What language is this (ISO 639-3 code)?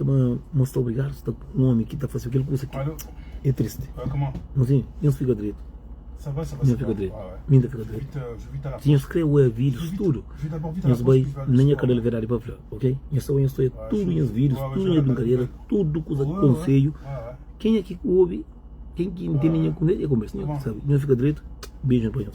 kea